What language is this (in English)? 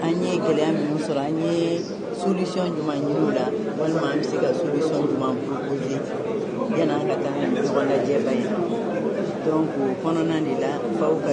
Bambara